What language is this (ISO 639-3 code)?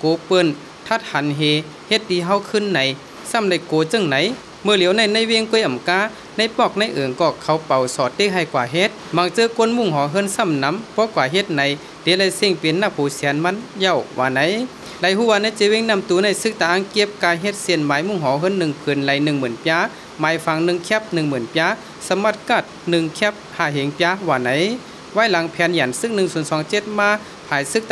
shn